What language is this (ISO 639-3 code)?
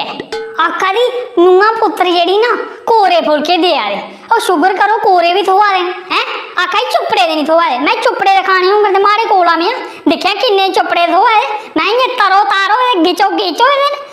doi